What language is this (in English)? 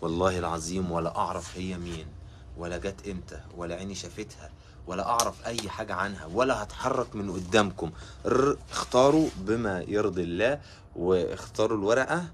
Egyptian Arabic